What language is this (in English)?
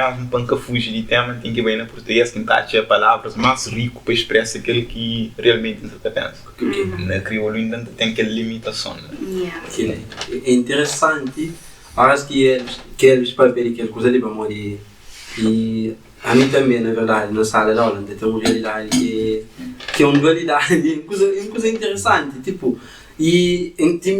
Kabuverdianu